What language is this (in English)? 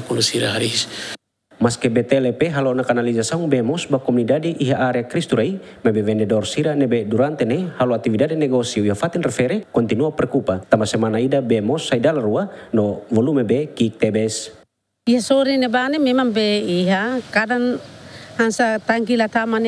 Tetum